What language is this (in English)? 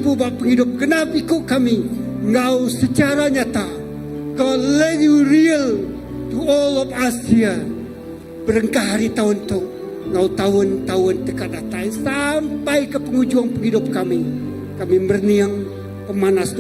Iban